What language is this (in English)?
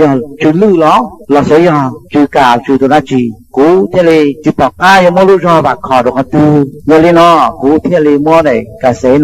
Hmong